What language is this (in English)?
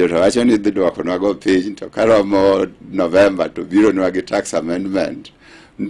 Luo (Kenya and Tanzania)